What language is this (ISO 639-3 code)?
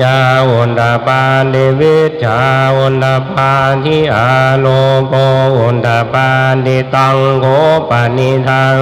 pli